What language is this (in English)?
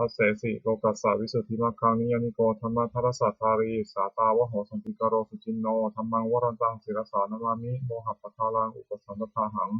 Pali